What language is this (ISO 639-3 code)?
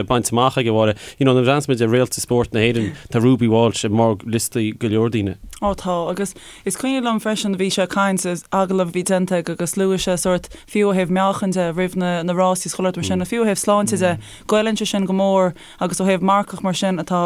gle